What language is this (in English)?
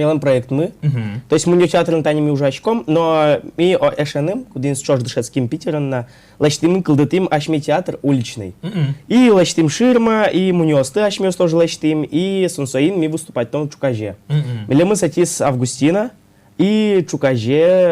Udmurt